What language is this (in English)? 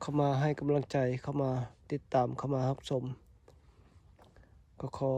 Lao